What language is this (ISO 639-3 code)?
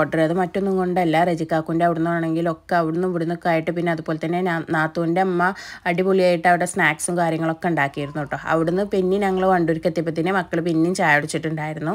mal